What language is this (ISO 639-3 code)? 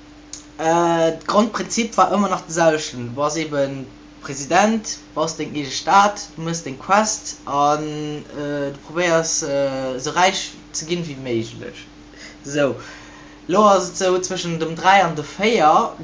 ltz